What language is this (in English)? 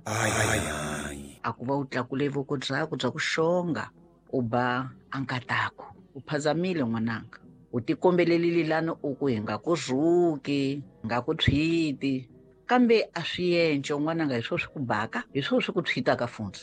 Tsonga